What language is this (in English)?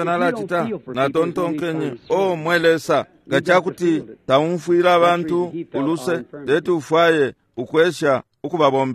Bemba